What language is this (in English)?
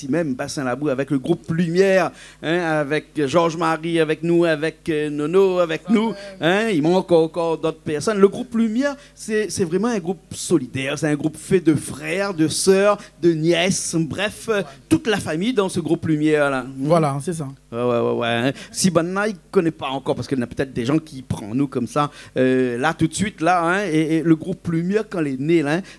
Réunion Creole French